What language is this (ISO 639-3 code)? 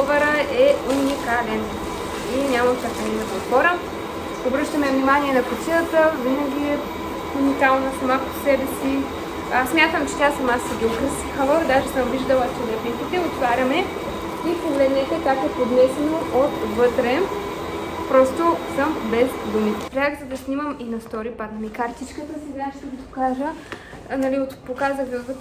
bul